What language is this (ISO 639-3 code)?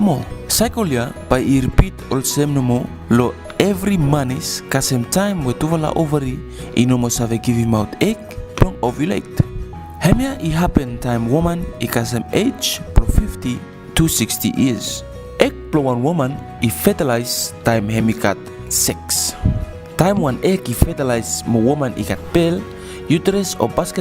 bis